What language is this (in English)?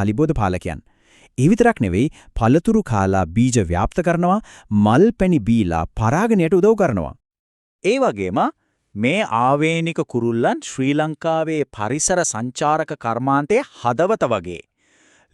Sinhala